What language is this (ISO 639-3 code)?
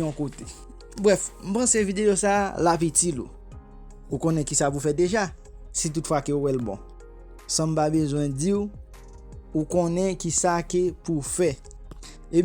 hat